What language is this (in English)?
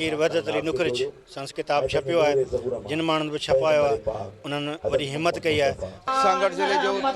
Sindhi